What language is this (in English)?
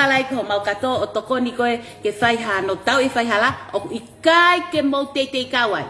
Tongan